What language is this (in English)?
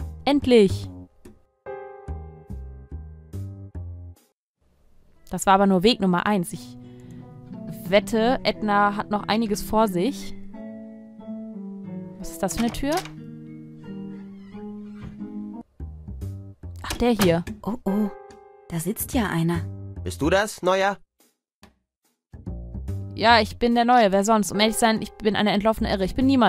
German